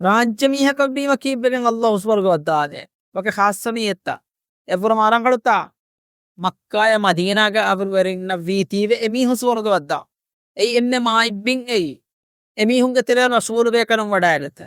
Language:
Divehi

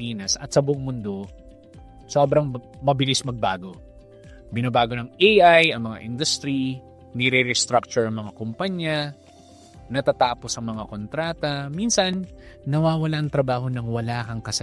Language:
Filipino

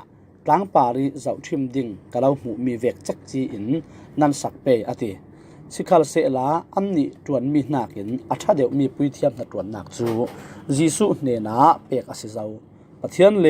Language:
Falam Chin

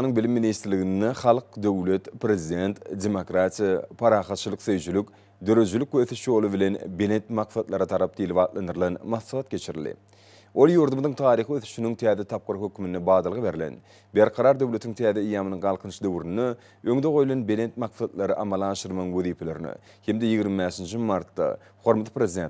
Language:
Turkmen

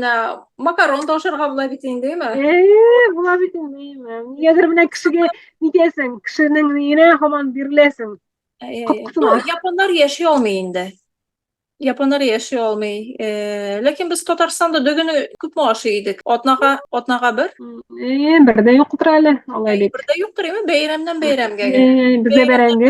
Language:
Tatar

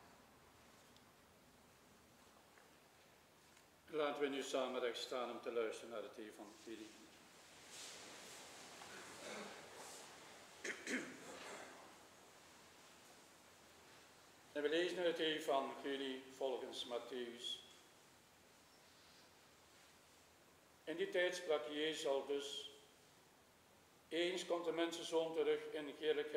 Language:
Dutch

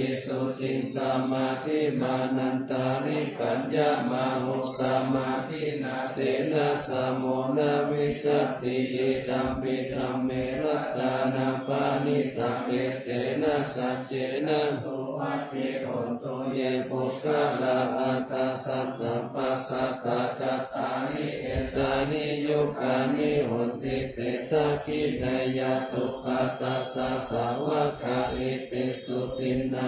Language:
Pali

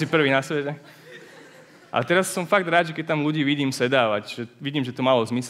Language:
Slovak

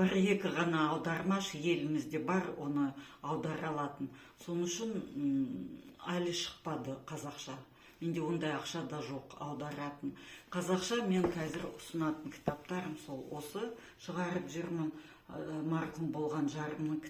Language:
Kazakh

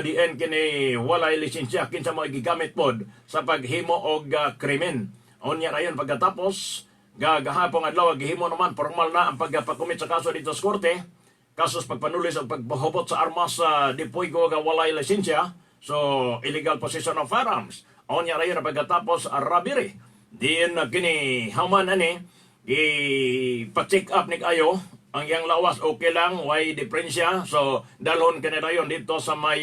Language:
Cebuano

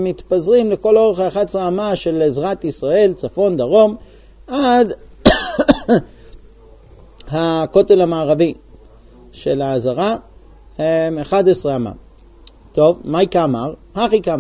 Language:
Hebrew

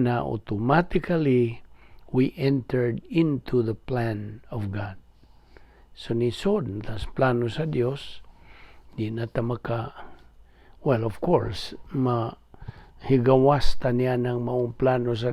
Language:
Cebuano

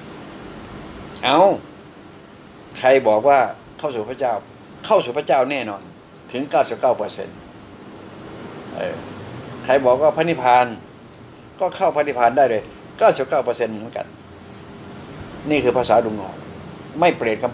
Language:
Thai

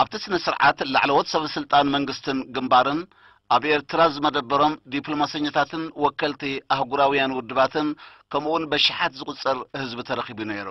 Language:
Tigrinya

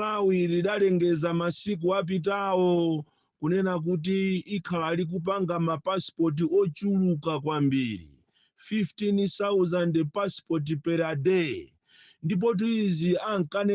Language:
Nyanja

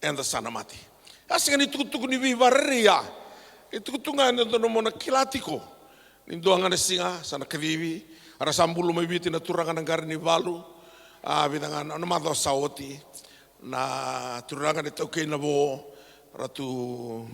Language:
Fijian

